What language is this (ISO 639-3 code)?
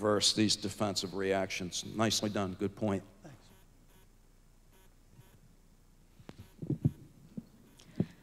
eng